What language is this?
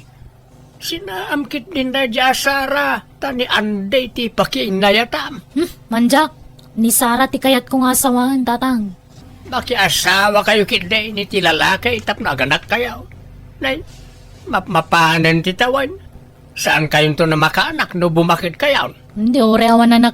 Iloko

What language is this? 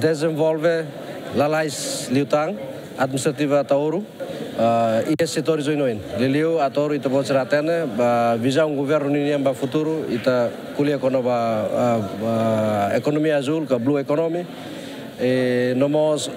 Tetum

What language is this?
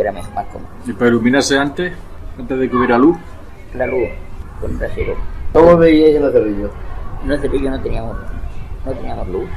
Spanish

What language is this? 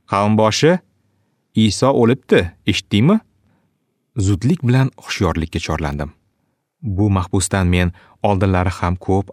Uzbek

